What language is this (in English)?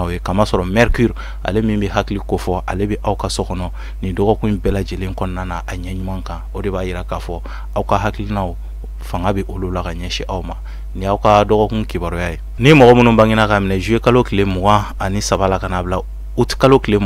Bambara